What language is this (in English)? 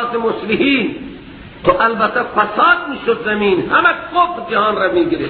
Persian